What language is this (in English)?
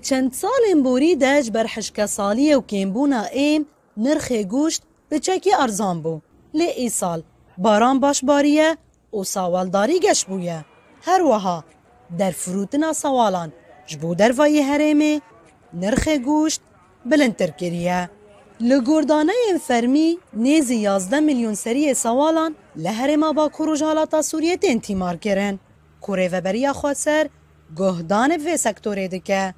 Kurdish